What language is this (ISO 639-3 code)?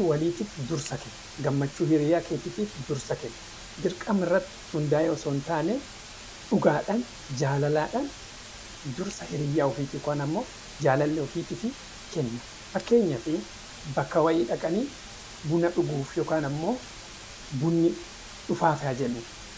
orm